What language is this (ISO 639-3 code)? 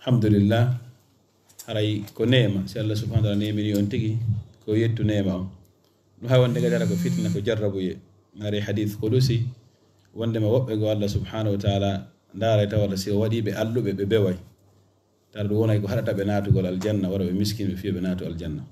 ful